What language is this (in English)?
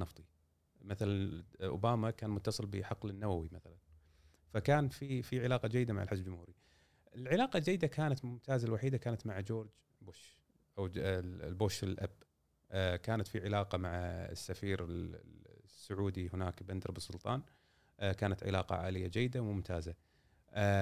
Gulf Arabic